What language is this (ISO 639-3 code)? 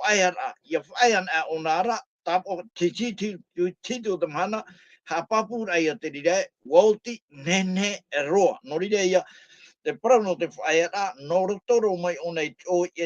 tah